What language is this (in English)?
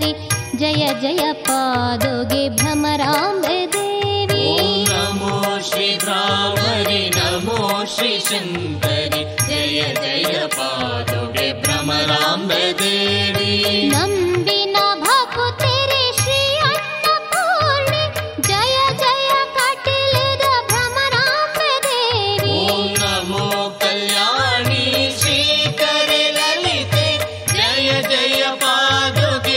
Kannada